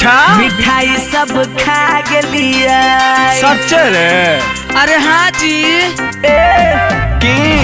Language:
Magahi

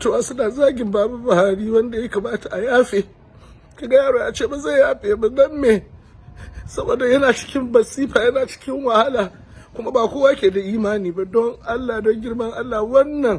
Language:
Hausa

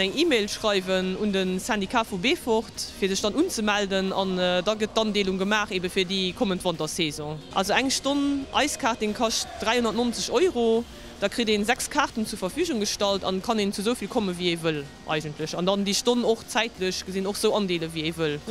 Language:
Luxembourgish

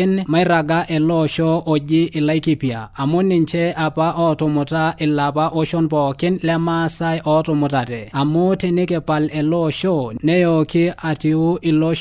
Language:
Masai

